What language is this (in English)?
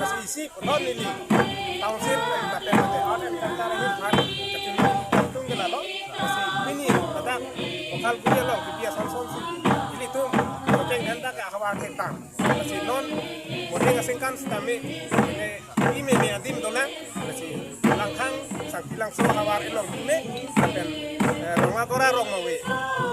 Karbi